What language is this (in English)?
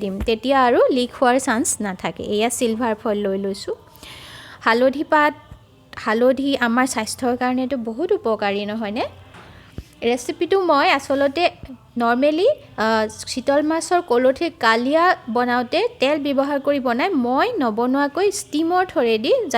Assamese